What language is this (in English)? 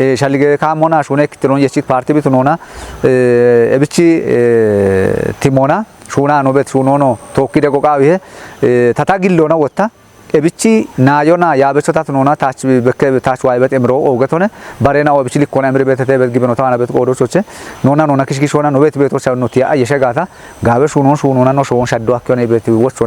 Kafa